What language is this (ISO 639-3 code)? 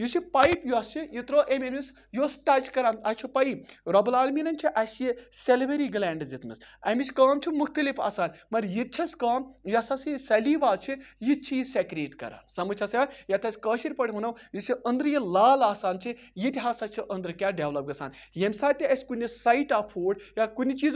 kas